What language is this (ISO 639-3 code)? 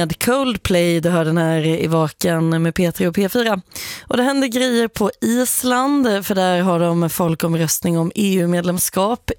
swe